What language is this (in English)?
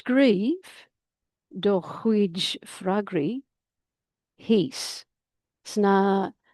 Irish